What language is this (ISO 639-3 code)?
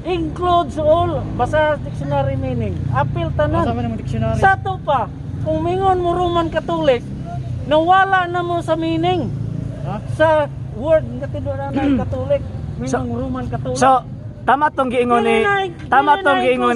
ceb